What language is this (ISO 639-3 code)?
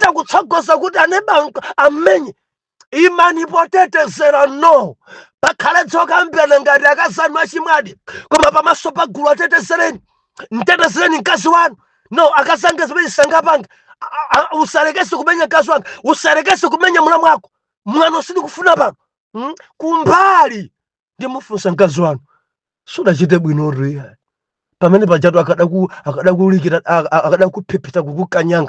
nya